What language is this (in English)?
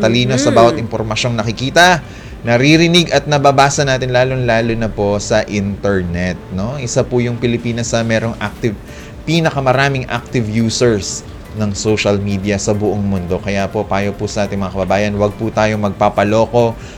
Filipino